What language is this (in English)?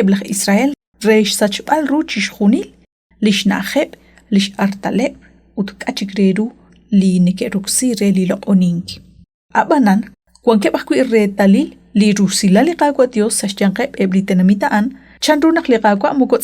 Kekchí